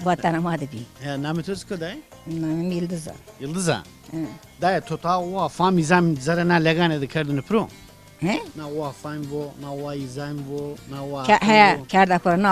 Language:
Zaza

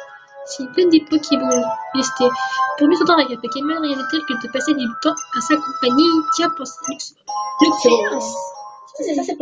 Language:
French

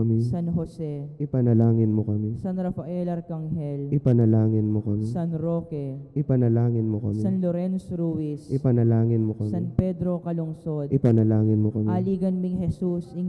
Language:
Pampanga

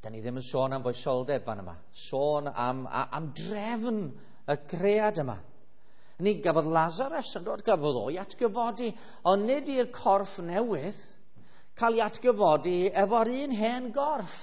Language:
Welsh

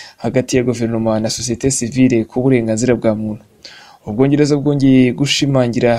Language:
Kinyarwanda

